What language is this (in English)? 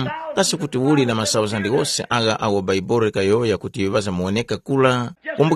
Tumbuka